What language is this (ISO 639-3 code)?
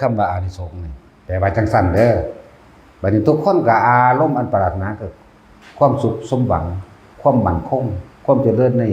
tts